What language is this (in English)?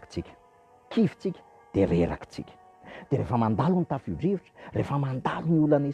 Malagasy